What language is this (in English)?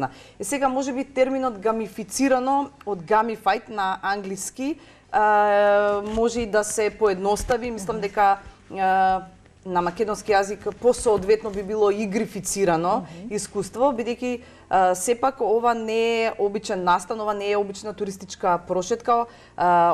Macedonian